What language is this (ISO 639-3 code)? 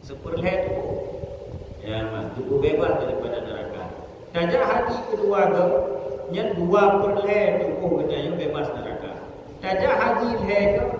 ace